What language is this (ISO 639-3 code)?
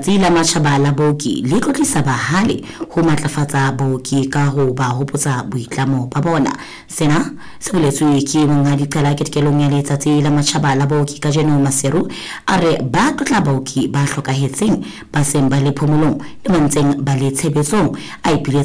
sot